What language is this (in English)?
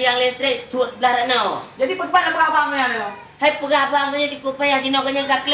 Achinese